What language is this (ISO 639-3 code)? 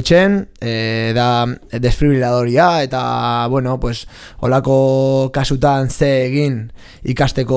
eus